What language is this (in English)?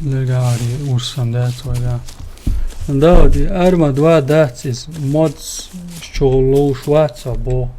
Chechen